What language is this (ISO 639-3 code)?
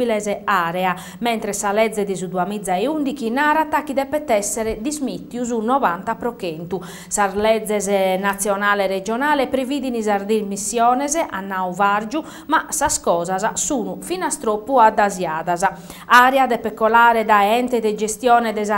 srd